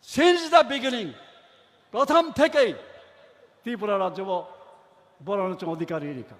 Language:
Kok Borok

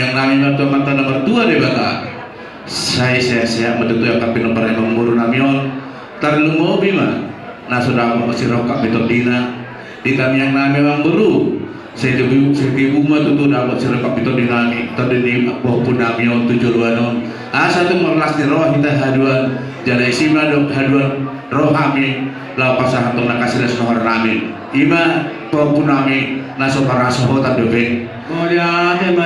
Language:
Batak Toba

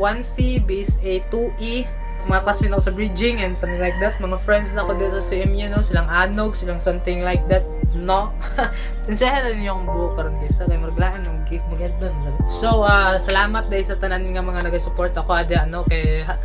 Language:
Cebuano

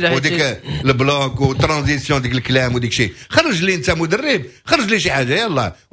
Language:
Moroccan Arabic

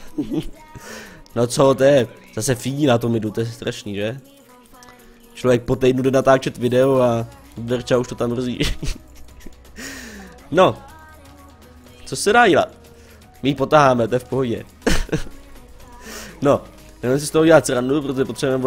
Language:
Czech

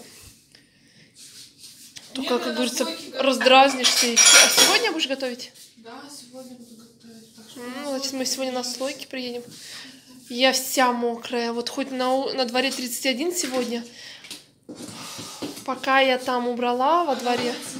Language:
Russian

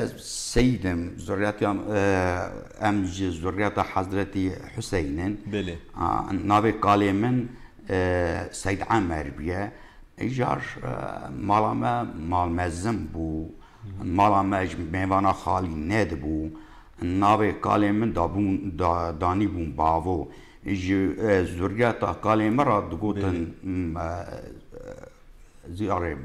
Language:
Kurdish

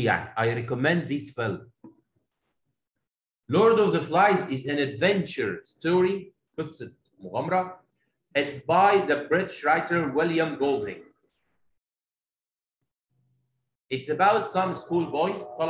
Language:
Egyptian Arabic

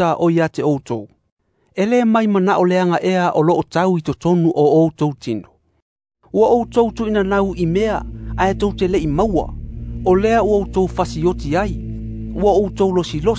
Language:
Samoan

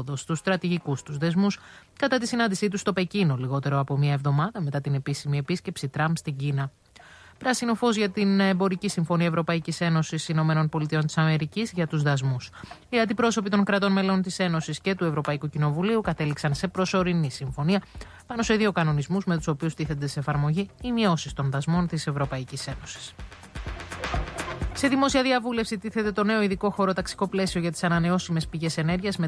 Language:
Greek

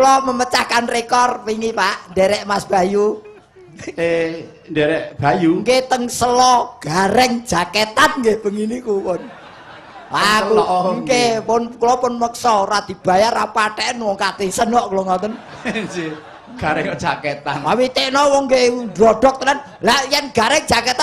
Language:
Javanese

